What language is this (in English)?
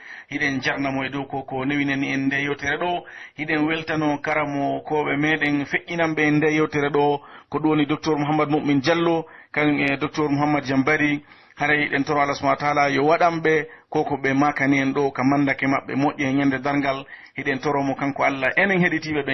Pular